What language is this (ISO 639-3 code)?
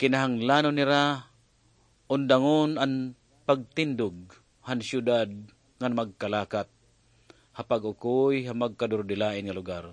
war